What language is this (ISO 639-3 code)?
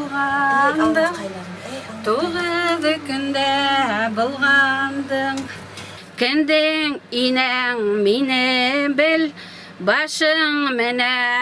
bak